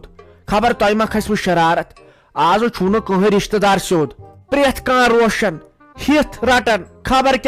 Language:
Kashmiri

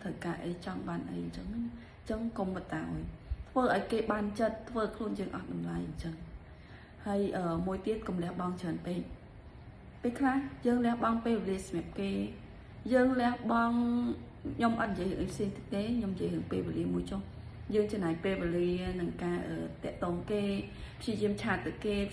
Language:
Khmer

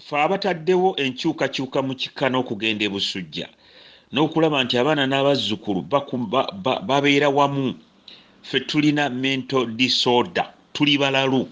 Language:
Ganda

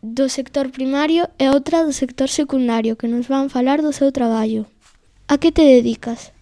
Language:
Galician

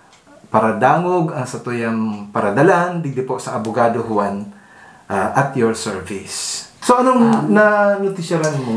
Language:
Bikol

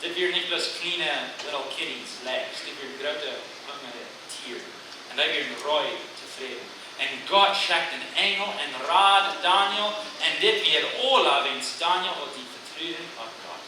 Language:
Plautdietsch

